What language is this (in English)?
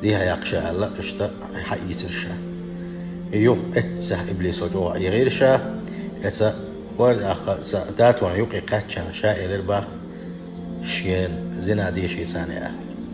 Chechen